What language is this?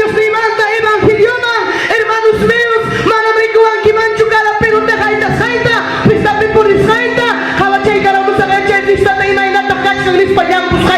Ayacucho Quechua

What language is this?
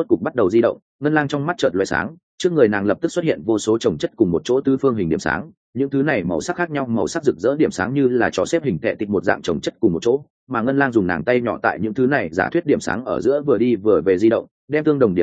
Vietnamese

